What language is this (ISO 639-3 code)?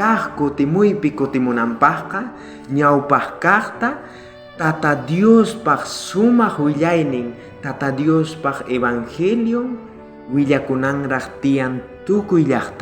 quh